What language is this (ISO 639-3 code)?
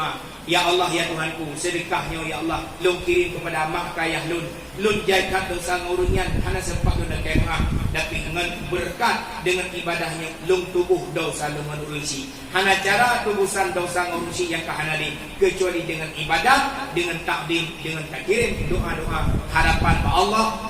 ace